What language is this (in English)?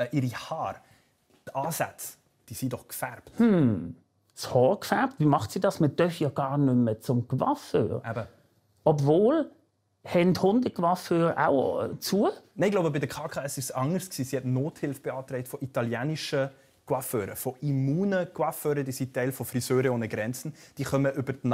Swiss German